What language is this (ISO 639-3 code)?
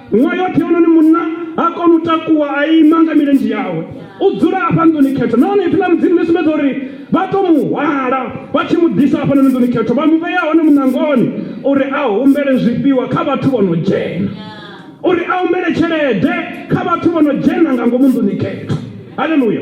ven